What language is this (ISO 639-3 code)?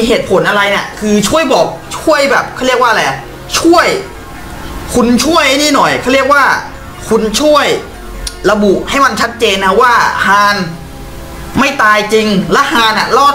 tha